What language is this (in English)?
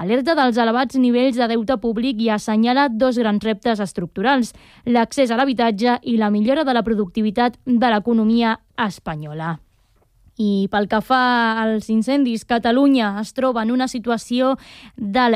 Catalan